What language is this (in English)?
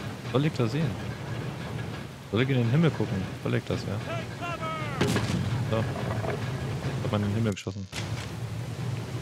German